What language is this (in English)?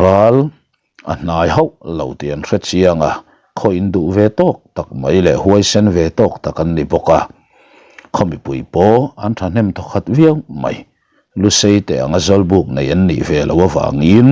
Mizo